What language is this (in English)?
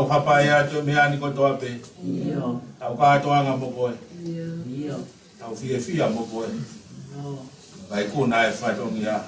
Tongan